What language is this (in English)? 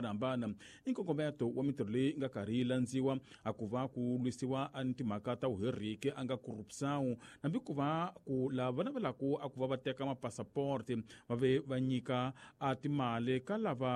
Tsonga